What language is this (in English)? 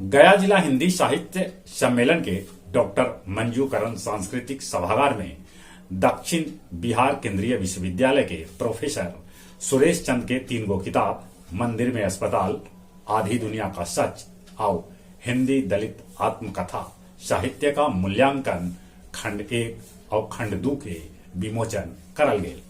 Magahi